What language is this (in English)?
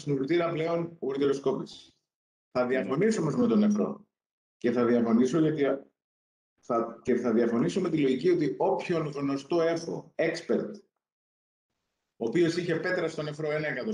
Greek